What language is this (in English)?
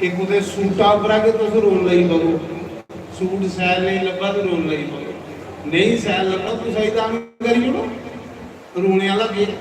Dogri